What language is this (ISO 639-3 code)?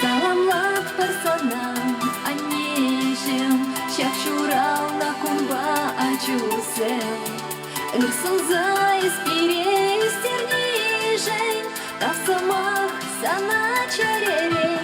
chv